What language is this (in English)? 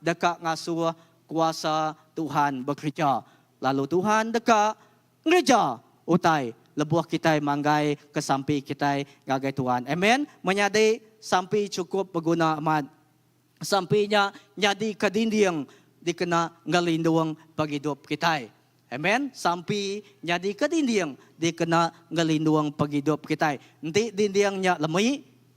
Iban